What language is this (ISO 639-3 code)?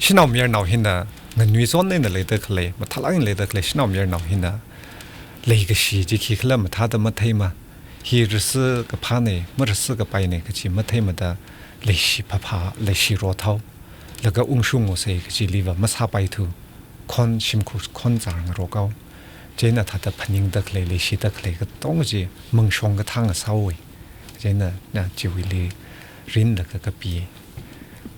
nmf